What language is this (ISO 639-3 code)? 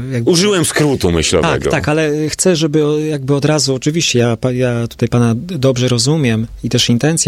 pol